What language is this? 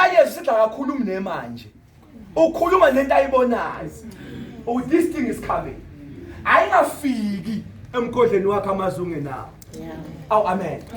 Zulu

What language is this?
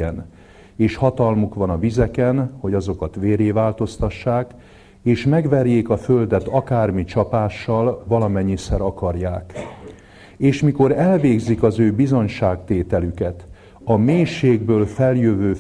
Hungarian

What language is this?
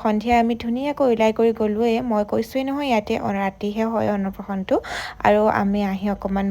Assamese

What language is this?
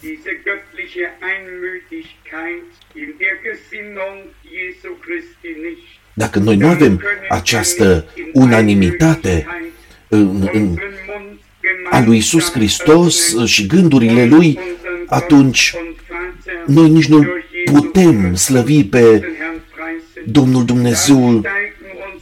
Romanian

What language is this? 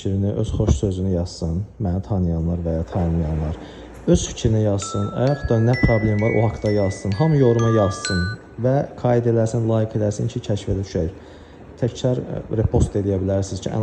Azerbaijani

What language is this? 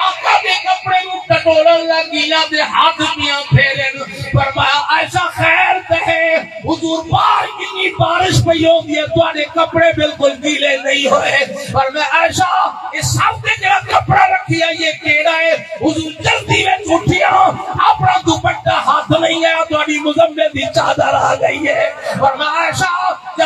Saraiki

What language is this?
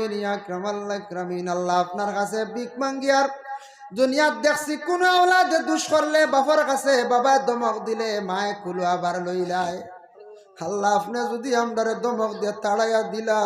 Sylheti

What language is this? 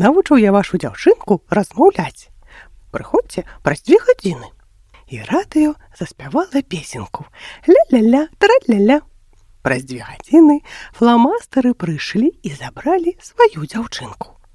Belarusian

